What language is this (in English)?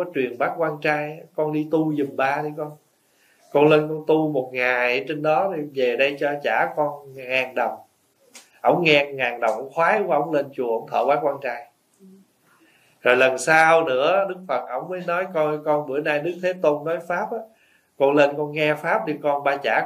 Vietnamese